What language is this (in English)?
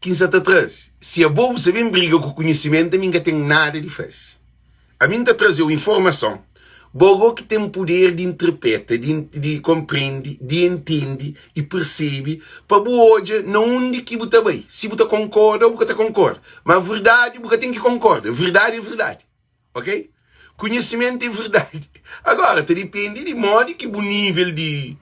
Kabuverdianu